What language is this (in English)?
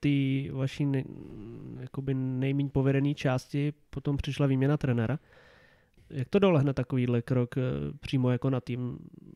Czech